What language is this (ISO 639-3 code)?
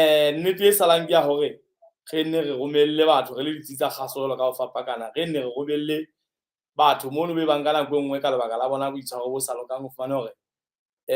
sot